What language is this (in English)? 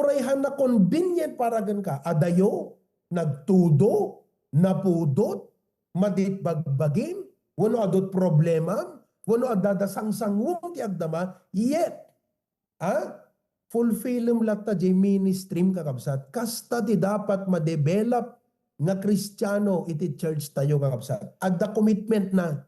Iloko